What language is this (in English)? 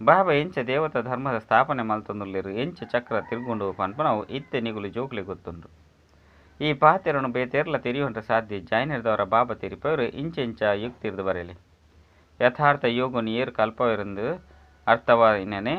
Tulu